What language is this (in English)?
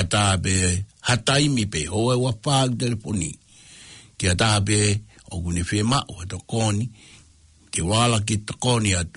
Tongan